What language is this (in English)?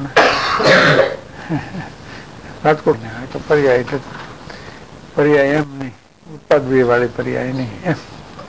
Gujarati